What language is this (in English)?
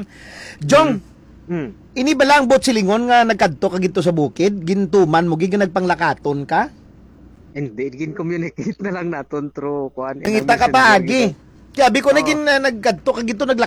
Hiligaynon